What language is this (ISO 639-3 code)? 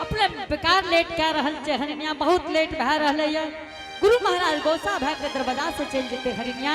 anp